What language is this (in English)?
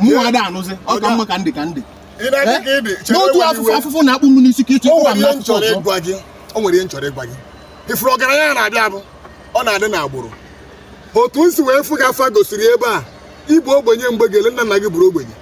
Igbo